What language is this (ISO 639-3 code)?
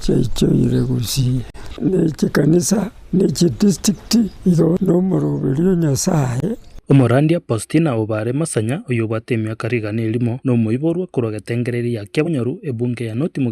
guz